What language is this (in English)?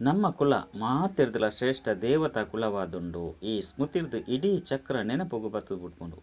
Tulu